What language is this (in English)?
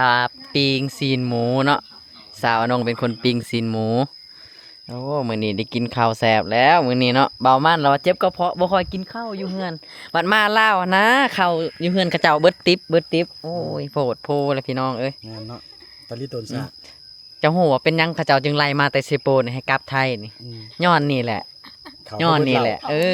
Lao